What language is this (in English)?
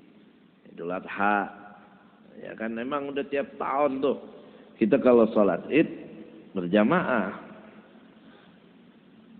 Indonesian